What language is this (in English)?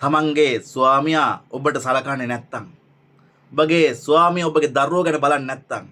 Sinhala